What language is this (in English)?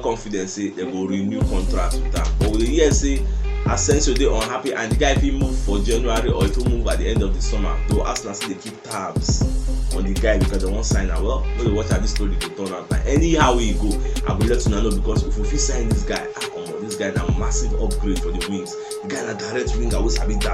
Nigerian Pidgin